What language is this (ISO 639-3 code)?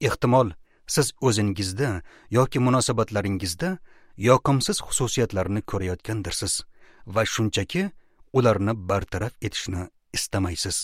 uzb